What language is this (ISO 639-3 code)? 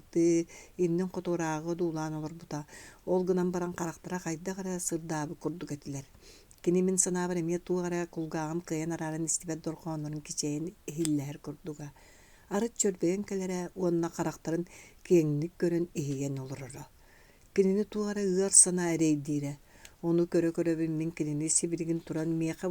sah